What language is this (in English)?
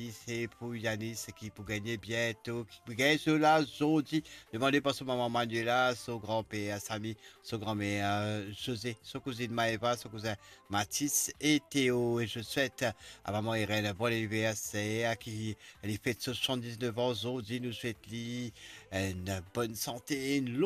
Morisyen